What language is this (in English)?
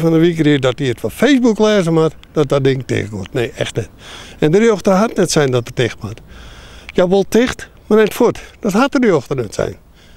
Western Frisian